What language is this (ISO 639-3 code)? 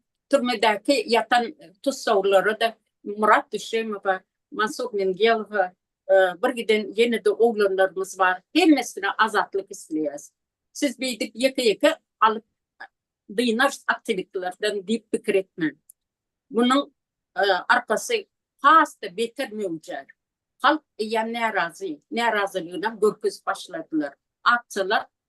tuk